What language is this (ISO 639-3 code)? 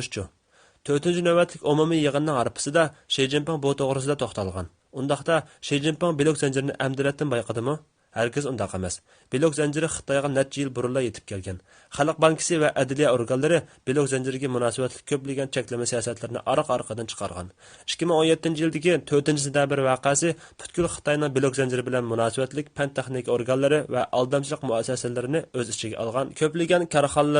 uig